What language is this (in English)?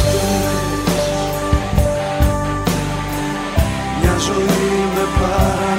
Greek